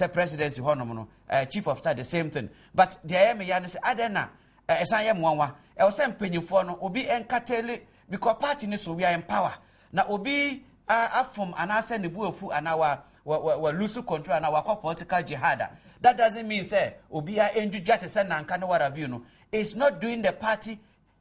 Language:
Akan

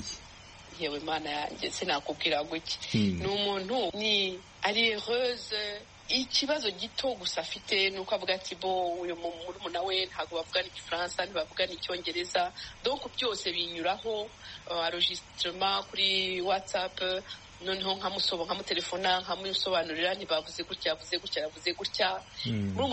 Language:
Kinyarwanda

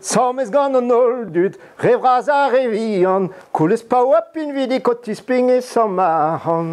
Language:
Breton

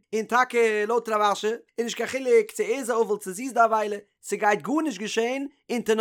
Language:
Yiddish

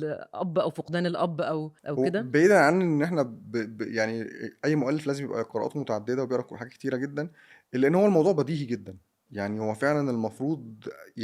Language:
Egyptian Arabic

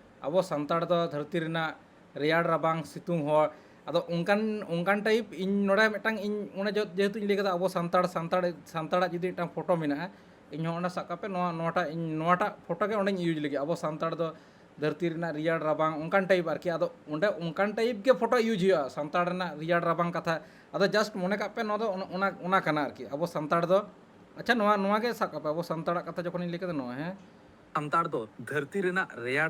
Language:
Santali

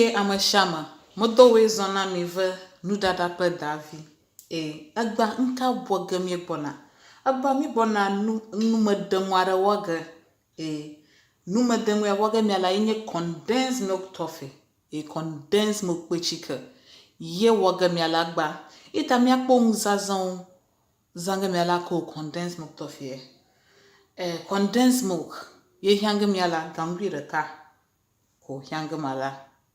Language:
Ewe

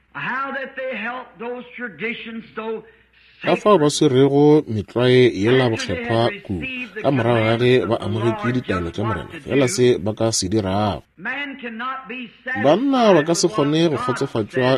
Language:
Northern Sotho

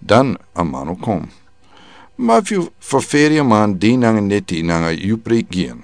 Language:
Sranan Tongo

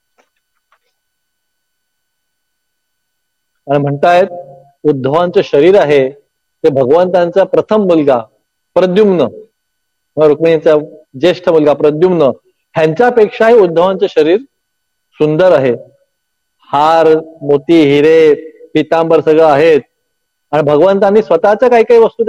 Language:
Marathi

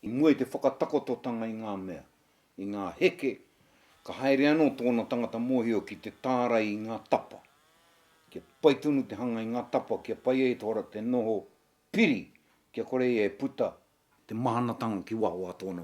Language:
Māori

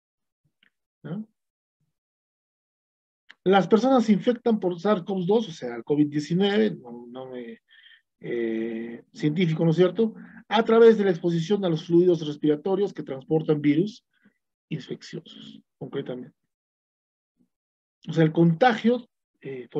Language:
Spanish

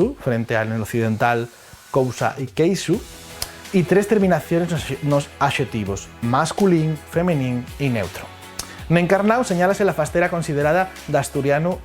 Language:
Asturian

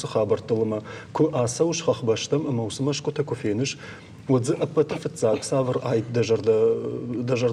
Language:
Ossetic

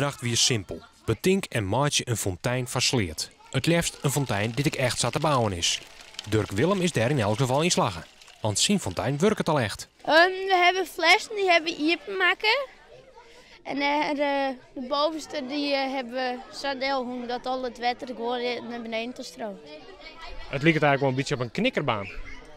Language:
Western Frisian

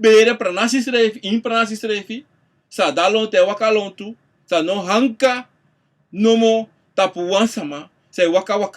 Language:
Sranan Tongo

